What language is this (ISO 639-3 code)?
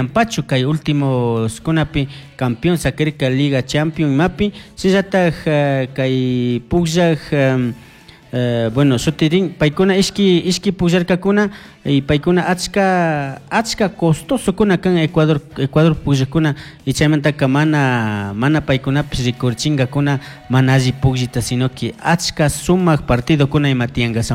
qug